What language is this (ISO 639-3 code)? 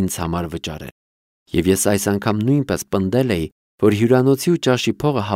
hye